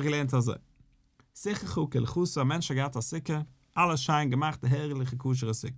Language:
Yiddish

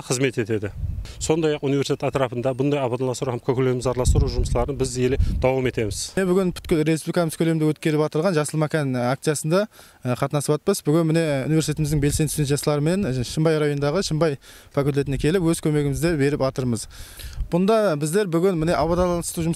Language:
Kara-Kalpak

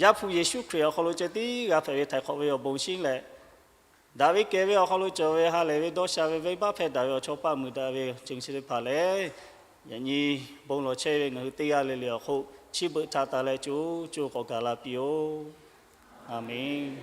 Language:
Lahu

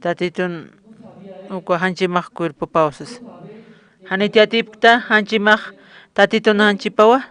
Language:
Aymara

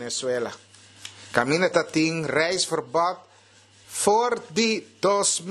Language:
Papiamento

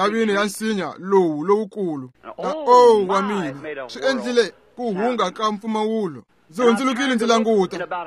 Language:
Tsonga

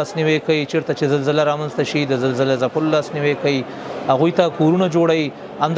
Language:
Pashto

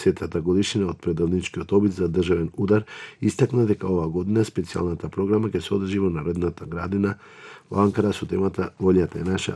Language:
Macedonian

